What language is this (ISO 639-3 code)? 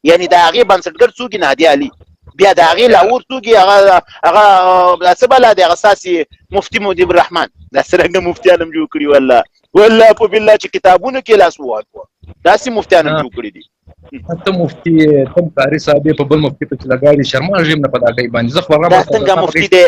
pus